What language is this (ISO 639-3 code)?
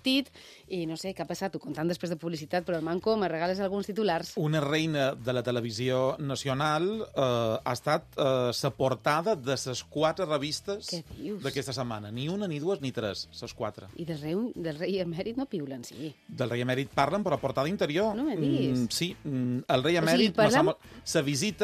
cat